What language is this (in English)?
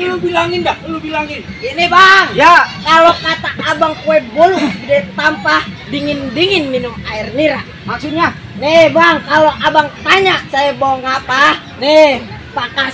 Betawi